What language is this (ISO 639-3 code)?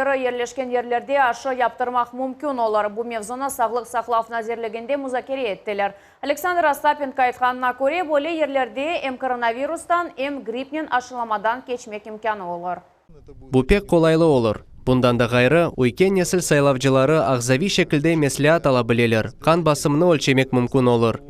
crh